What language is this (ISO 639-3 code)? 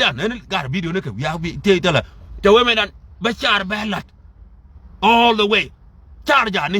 nus